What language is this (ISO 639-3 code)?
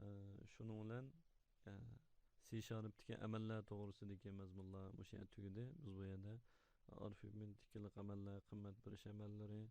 uig